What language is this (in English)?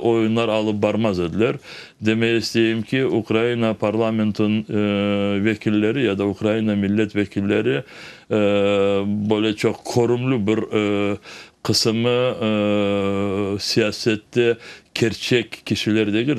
Crimean Tatar